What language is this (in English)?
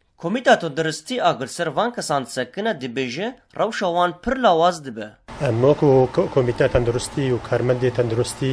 Kurdish